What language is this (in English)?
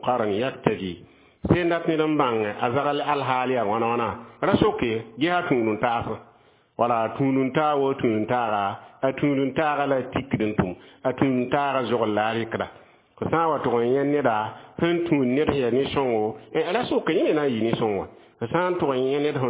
Mossi